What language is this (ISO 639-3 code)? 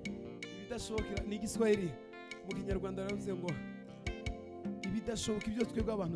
kin